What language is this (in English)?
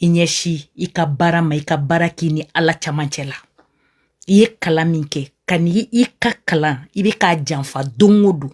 Bambara